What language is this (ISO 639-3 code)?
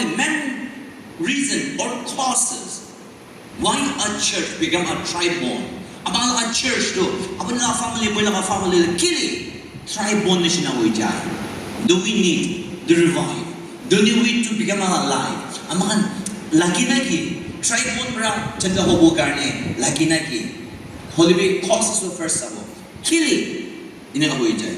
nag